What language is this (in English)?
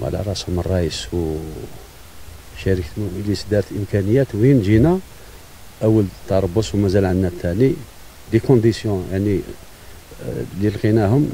Algerian Arabic